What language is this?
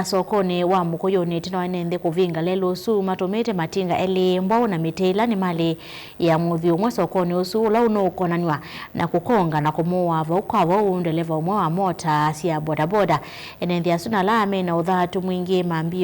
Kamba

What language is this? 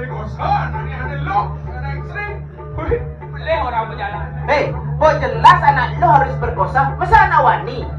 Balinese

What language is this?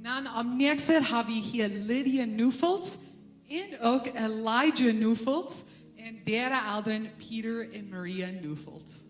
Plautdietsch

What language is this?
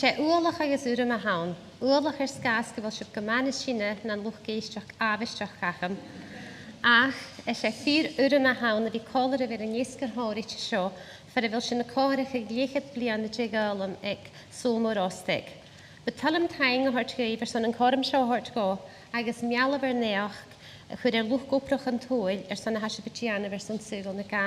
Scottish Gaelic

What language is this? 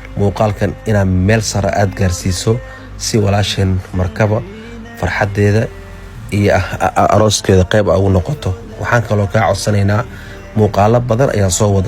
Somali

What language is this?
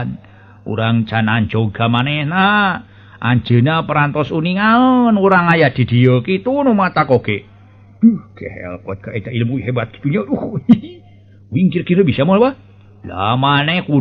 Sundanese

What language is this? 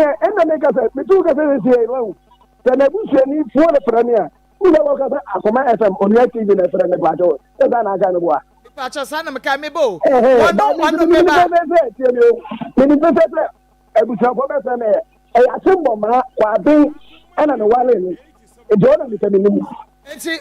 Akan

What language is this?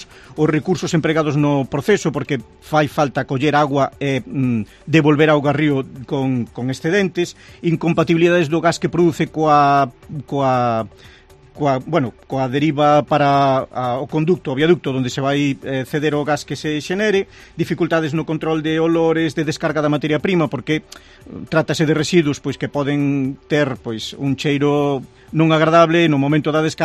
Galician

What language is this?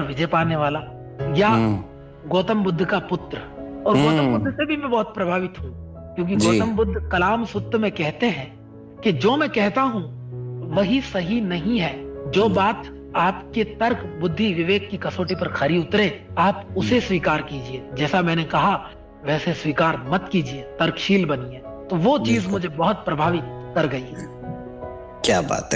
Hindi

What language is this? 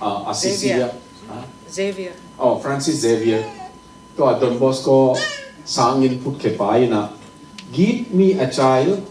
Tedim Chin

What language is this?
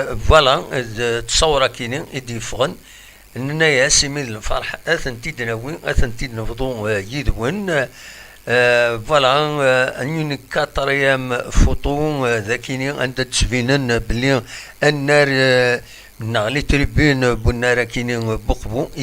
Kabyle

